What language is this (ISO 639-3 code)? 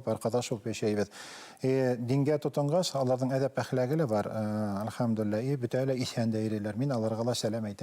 bak